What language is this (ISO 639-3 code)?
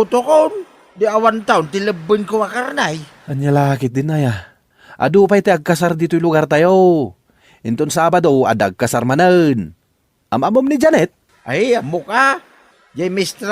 ilo